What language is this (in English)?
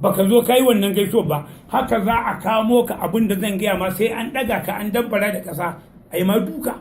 Hausa